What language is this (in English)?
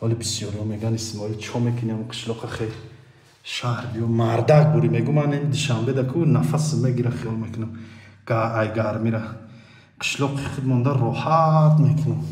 Tajik